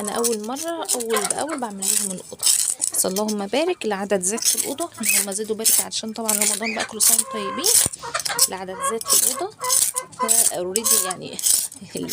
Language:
Egyptian Arabic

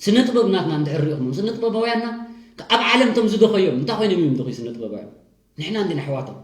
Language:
Tigrinya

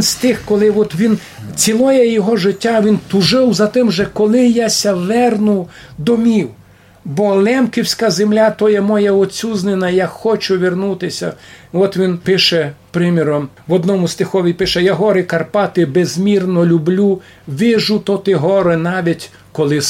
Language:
Rusyn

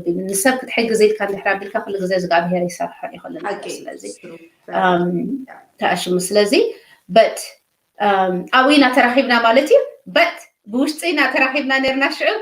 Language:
Tigrinya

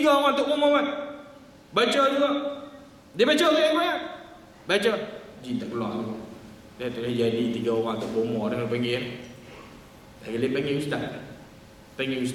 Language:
Malay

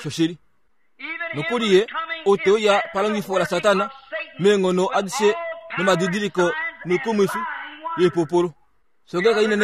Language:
Kuanyama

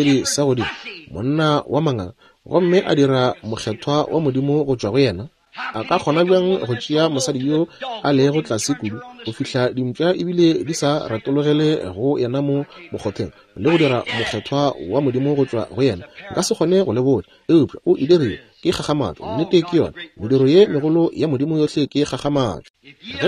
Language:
Northern Sotho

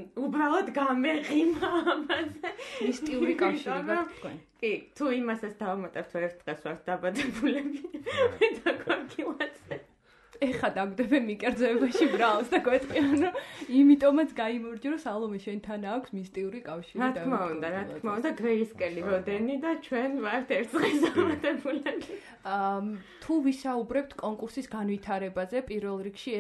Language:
Georgian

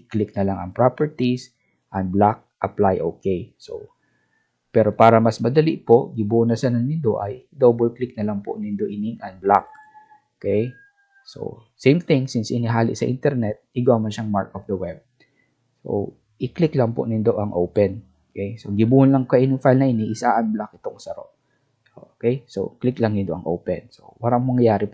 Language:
Bikol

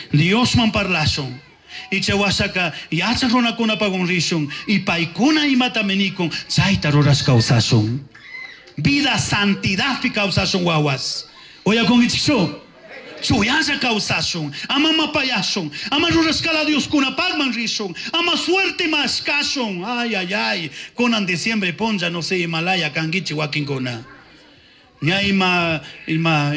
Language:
Chimborazo Highland Quichua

